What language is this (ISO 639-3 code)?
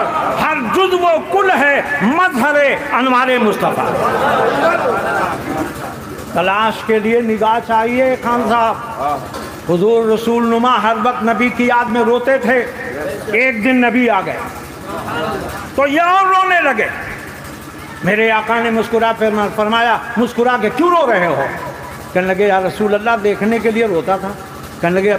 urd